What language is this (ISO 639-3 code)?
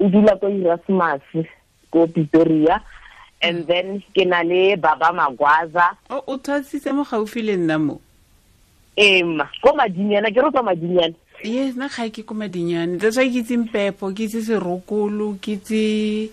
tsn